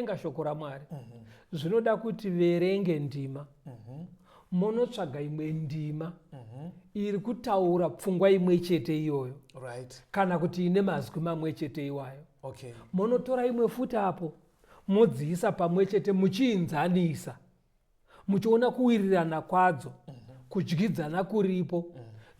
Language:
Shona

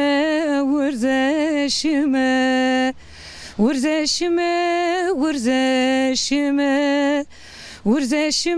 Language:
Zaza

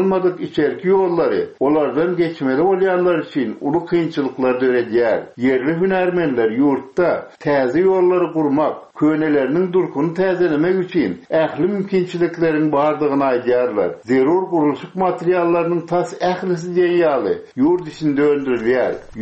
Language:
Turkmen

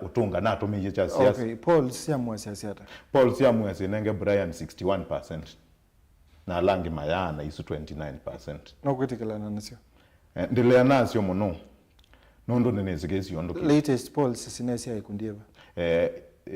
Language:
Kamba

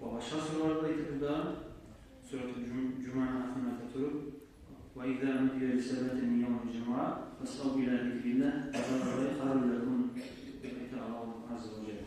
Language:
Kumyk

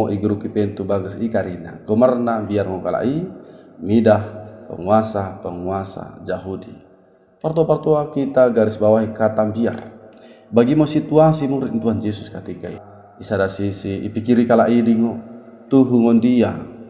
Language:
Batak Dairi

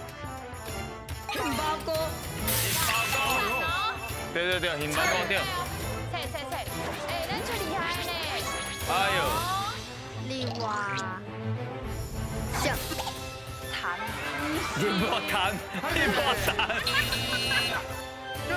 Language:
Min Nan Chinese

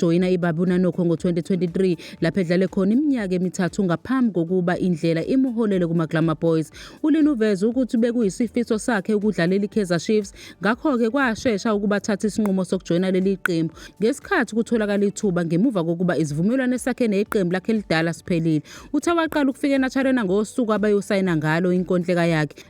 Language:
Zulu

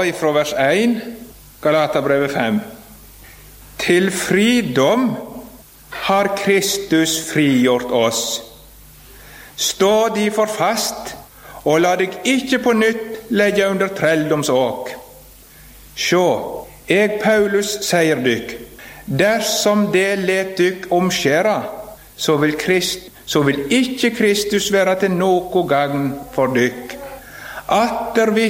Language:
Norwegian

